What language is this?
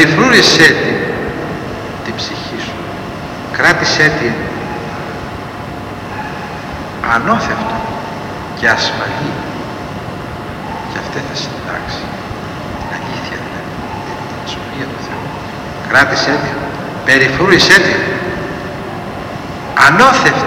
Greek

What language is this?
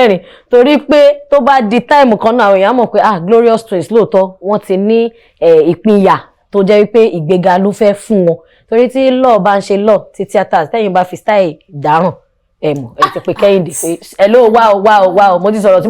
Yoruba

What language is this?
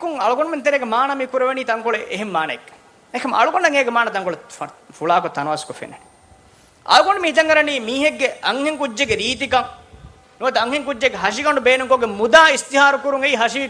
Divehi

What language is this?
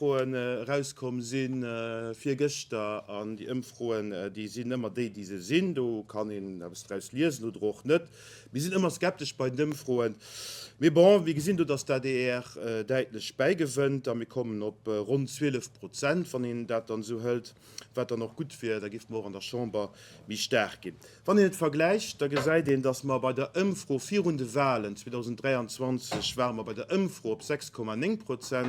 Luxembourgish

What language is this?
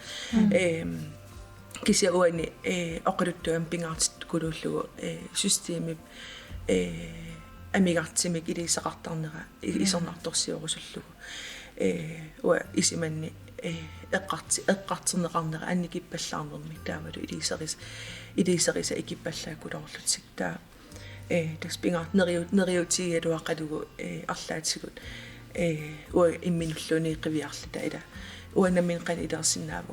Kalaallisut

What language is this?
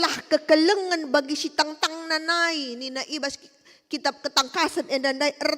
Batak Karo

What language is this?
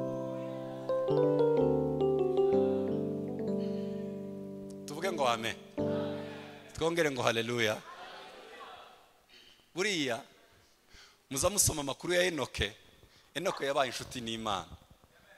Kinyarwanda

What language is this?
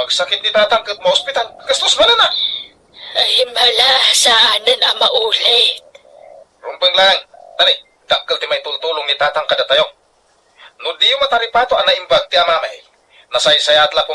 Iloko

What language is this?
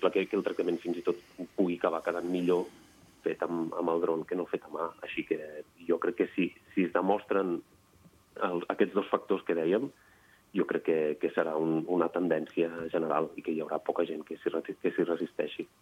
Catalan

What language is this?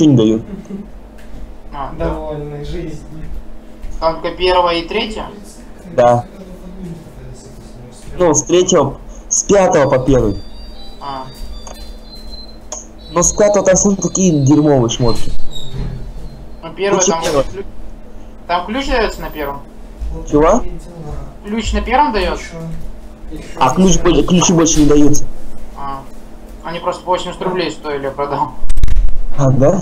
Russian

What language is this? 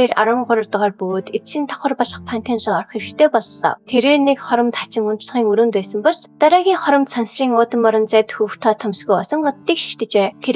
Mongolian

